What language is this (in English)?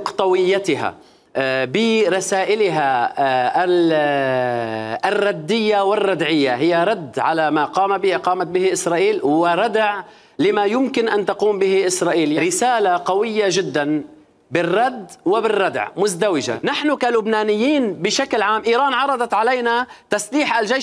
Mesopotamian Arabic